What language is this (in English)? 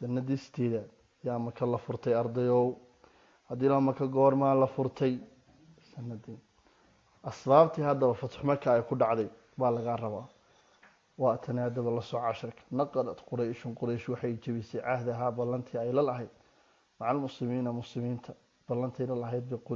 Somali